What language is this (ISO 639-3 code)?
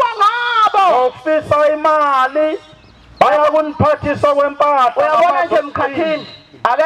zul